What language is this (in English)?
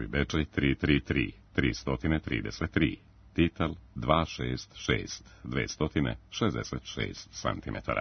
Serbian